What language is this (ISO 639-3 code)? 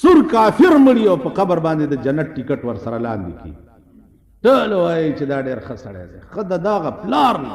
pus